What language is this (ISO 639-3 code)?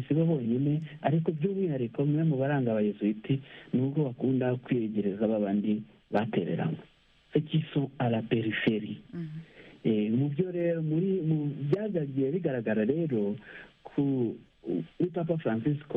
kin